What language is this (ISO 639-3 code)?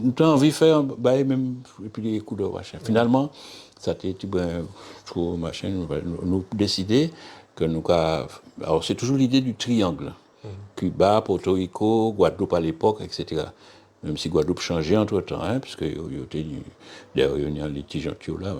gcf